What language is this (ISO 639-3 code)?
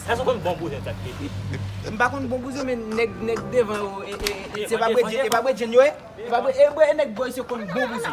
hat